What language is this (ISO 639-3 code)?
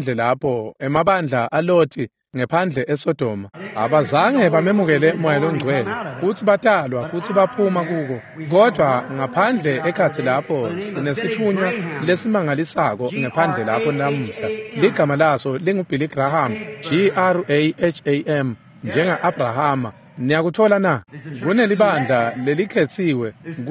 ssw